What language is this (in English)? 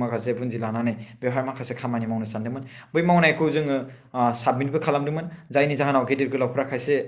Bodo